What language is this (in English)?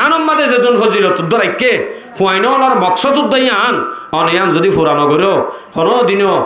Rohingya